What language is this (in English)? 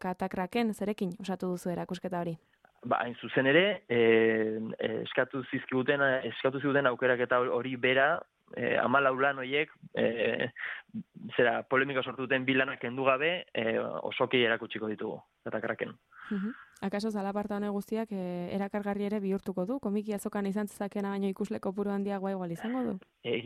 Basque